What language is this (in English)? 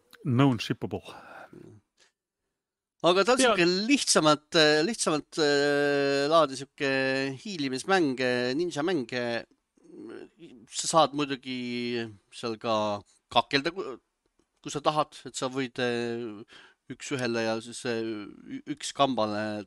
Estonian